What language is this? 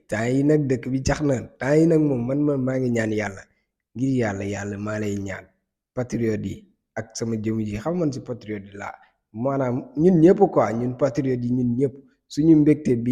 Wolof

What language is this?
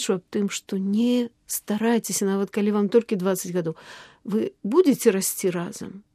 Belarusian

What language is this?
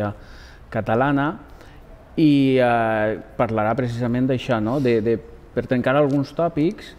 Catalan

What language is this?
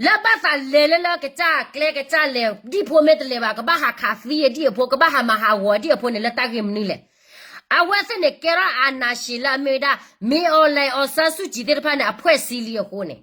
S'gaw Karen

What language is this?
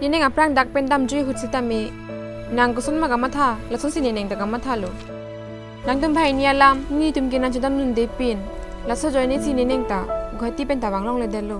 Karbi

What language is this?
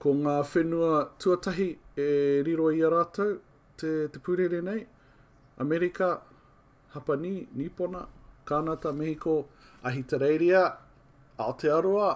Māori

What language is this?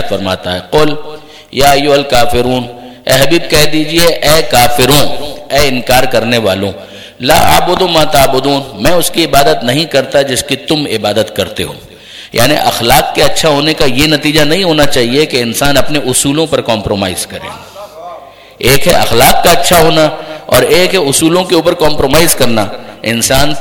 Urdu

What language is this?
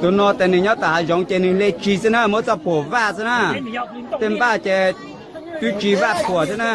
Hmong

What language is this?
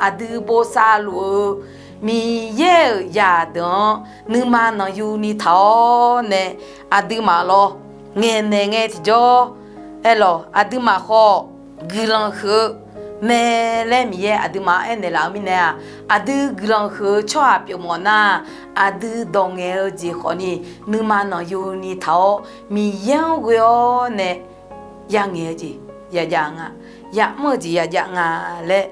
Akha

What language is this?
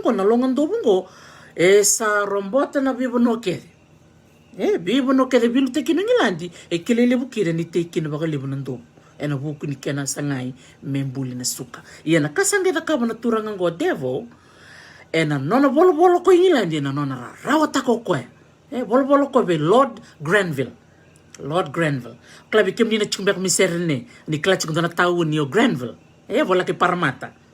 Fijian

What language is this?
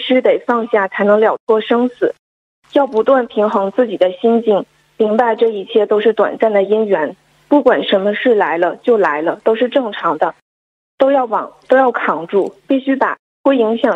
Chinese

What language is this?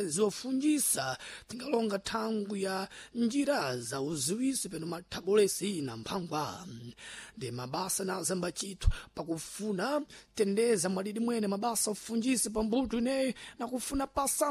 Sena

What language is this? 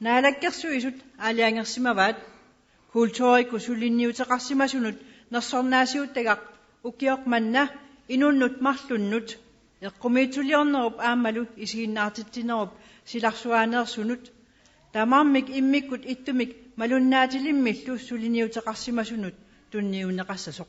Kalaallisut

